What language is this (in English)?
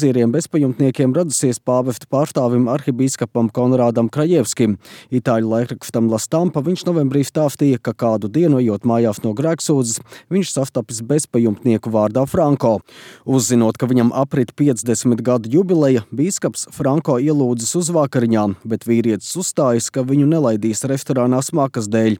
Latvian